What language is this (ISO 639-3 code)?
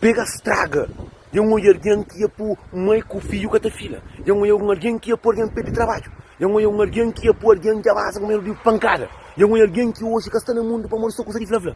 kea